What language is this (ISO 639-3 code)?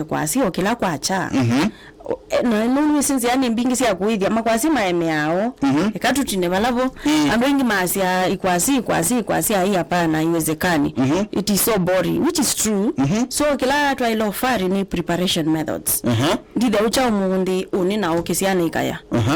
kam